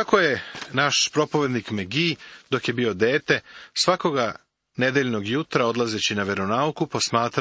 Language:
Serbian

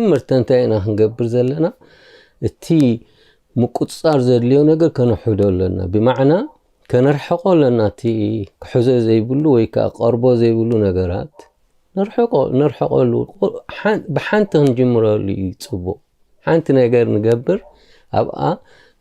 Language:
Tigrinya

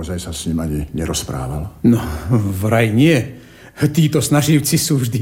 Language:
Slovak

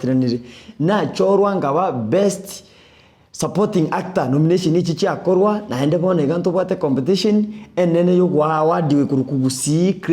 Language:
Gusii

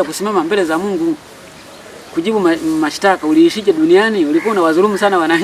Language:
Swahili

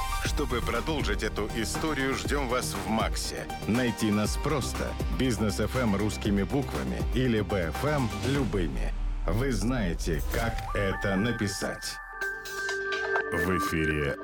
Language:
Russian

